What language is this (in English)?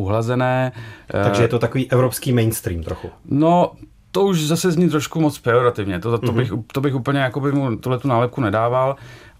Czech